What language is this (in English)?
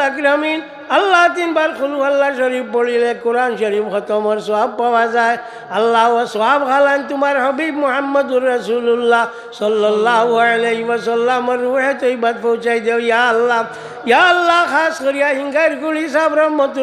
Sylheti